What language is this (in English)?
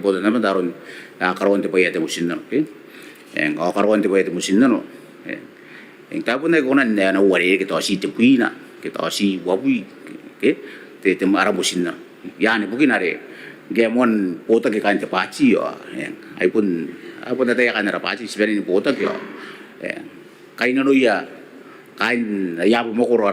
Gilbertese